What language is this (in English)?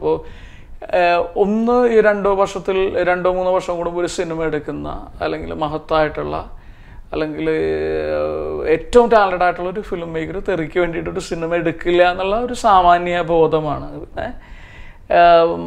Malayalam